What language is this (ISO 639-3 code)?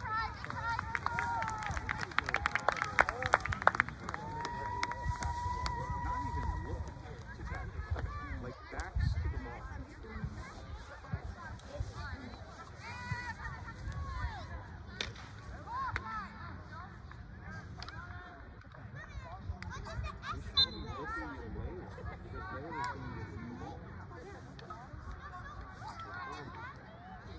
eng